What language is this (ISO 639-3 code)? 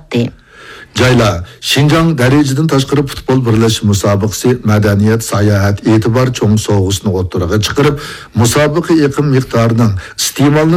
uig